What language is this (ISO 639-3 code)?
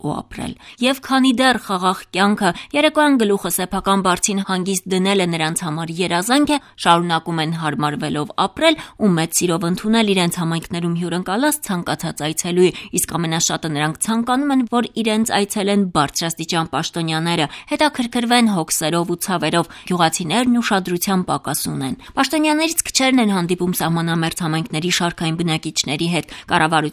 hye